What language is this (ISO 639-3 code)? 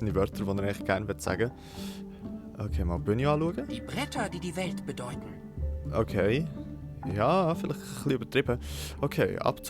gsw